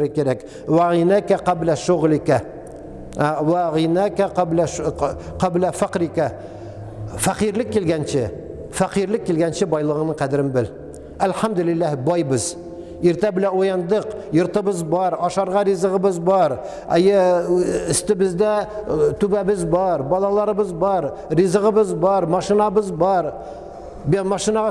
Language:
Tatar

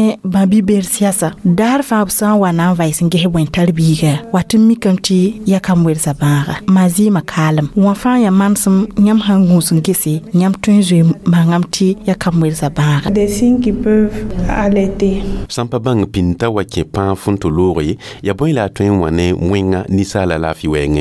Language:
Mossi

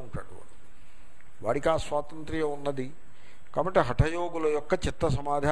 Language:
Telugu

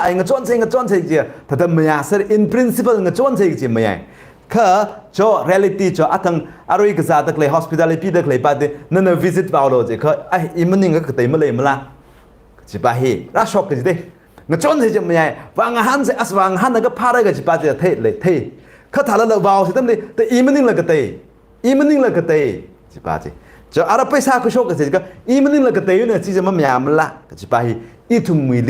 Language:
Tangkhul Naga (India)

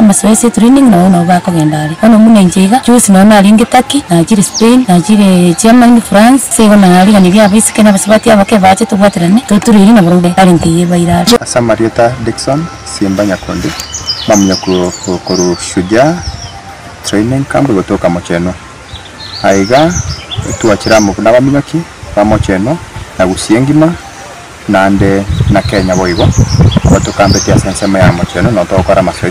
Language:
Gusii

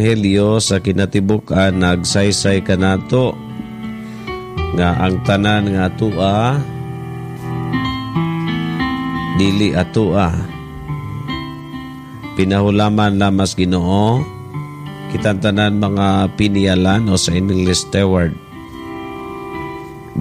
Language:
Cebuano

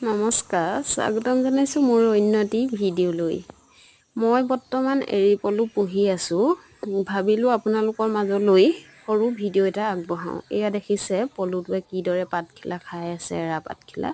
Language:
Assamese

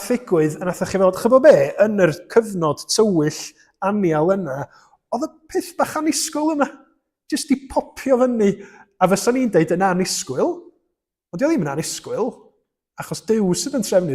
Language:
Welsh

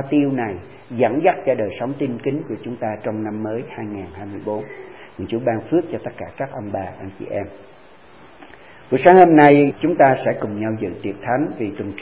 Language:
Vietnamese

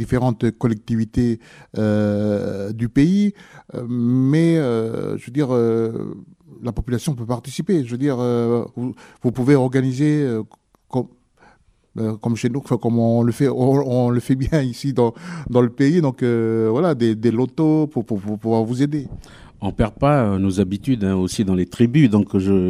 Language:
French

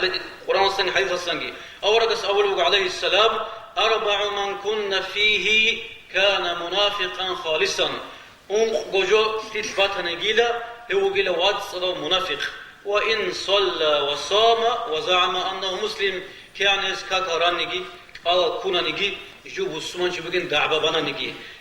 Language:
Avaric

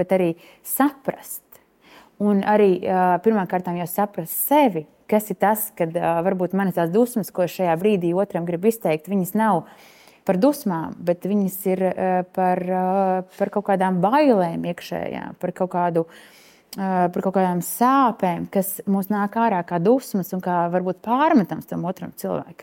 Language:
Latvian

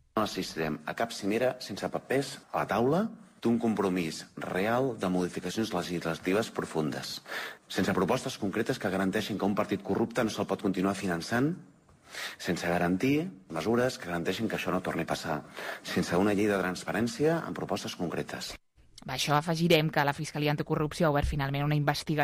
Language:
Catalan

